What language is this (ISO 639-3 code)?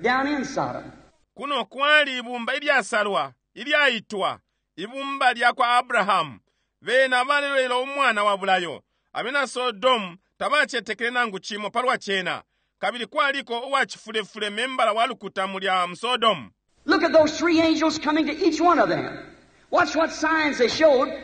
bem